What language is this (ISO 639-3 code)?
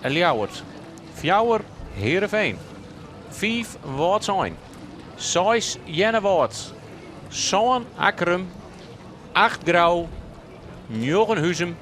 fry